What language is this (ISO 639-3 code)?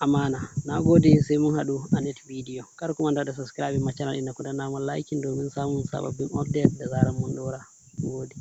hau